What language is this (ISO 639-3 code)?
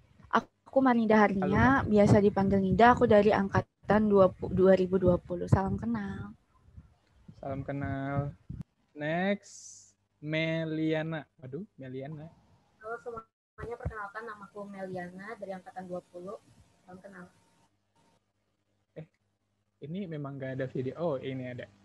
ind